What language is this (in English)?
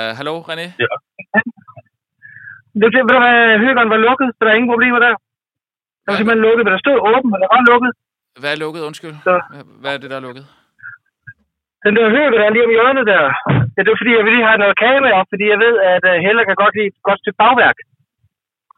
Danish